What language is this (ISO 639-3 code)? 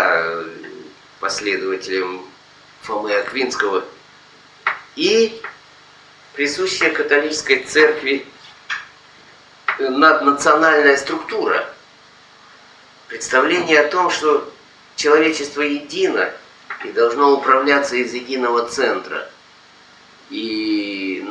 rus